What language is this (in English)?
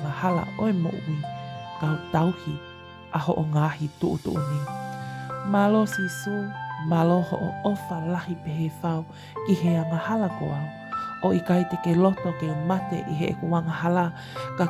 Tongan